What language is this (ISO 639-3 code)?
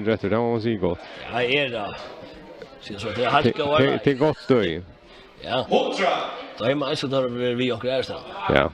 fao